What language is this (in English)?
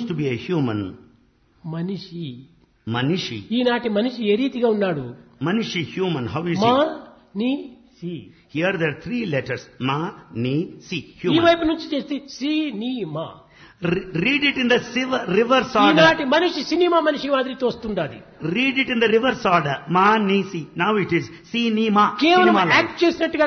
Telugu